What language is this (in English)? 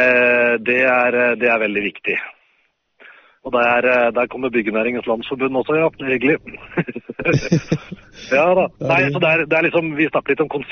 Norwegian